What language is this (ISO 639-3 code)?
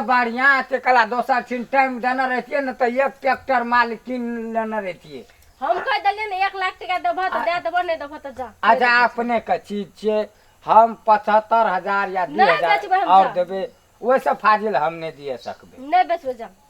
mai